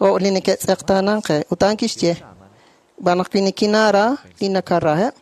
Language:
Kekchí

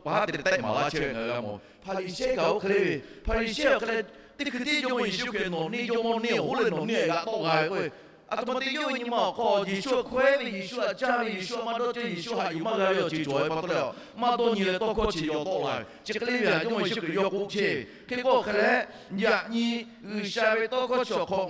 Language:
Lahu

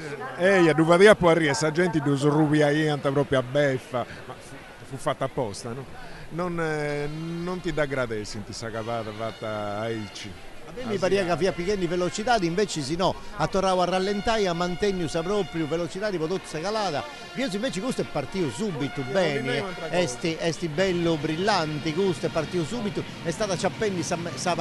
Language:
Sardinian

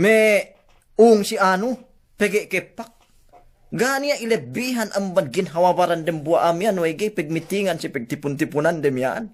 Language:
Yakan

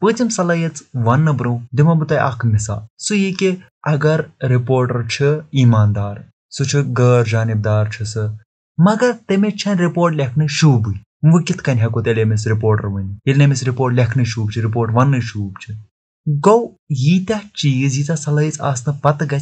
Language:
Kashmiri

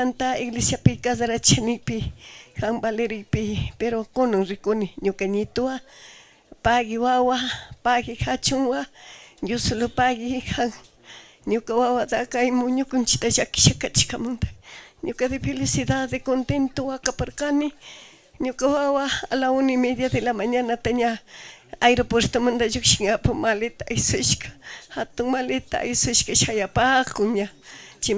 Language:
Chimborazo Highland Quichua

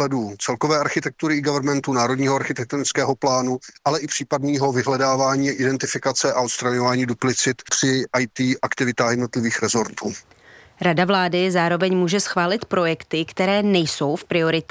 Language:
Czech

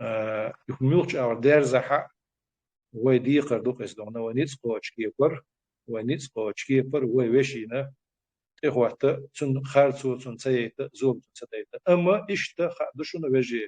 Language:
Chechen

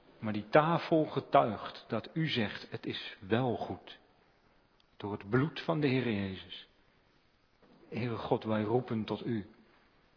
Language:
Dutch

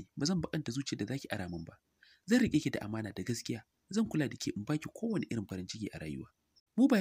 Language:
Hausa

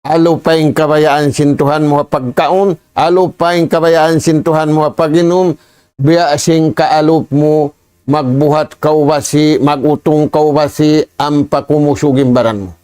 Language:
Tausug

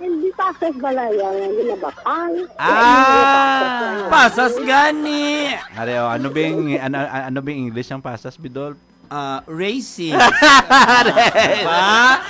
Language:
Hiligaynon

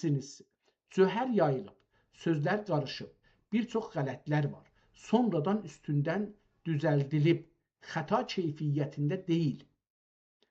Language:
South Azerbaijani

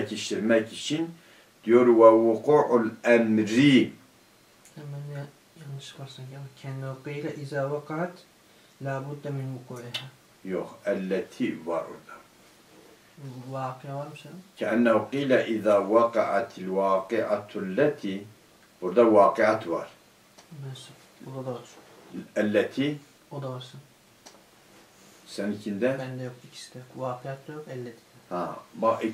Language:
Turkish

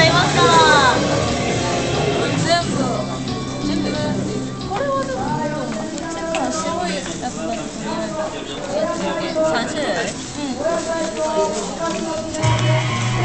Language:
Japanese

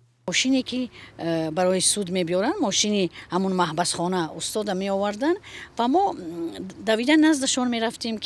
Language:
Tajik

